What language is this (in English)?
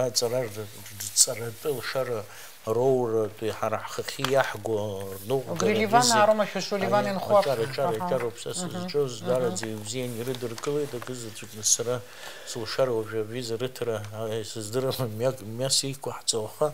Abkhazian